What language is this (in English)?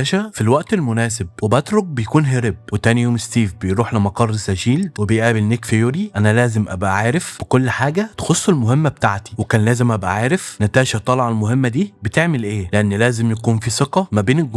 Egyptian Arabic